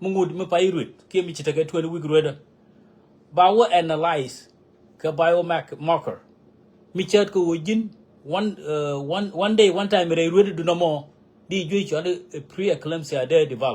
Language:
Nuer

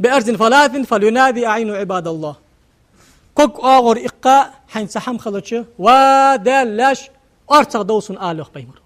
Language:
Ingush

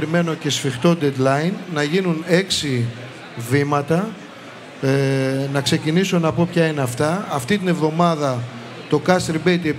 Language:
Greek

